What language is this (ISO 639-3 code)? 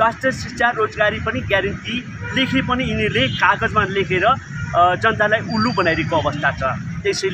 nep